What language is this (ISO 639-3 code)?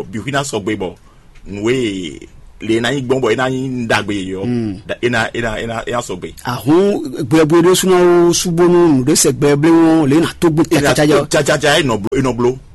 fon